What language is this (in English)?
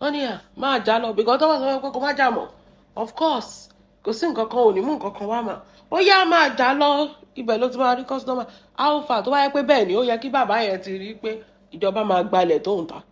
Yoruba